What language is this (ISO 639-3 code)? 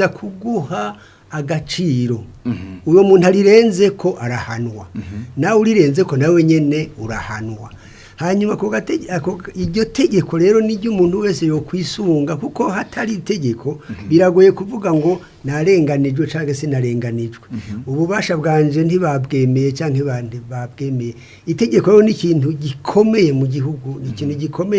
run